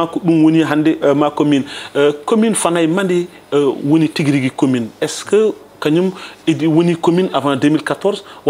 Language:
Fula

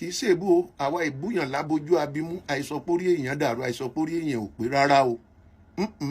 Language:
Yoruba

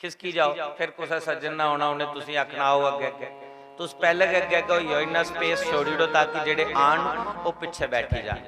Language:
Dogri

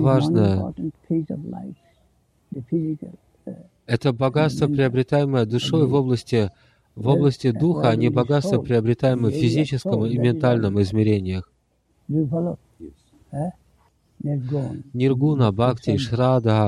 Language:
Russian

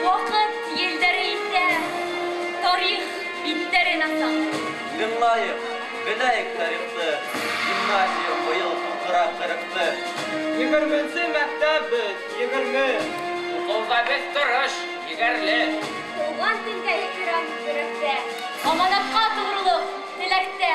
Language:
Bashkir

